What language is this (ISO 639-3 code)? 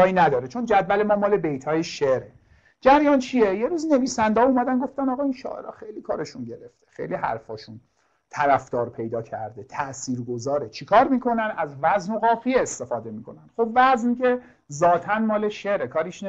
fas